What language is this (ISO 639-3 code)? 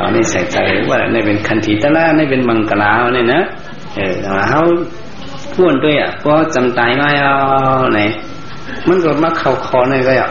shn